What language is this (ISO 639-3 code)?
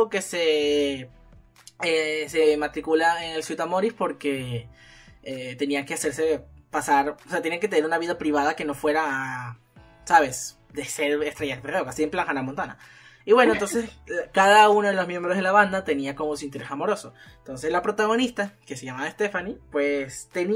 spa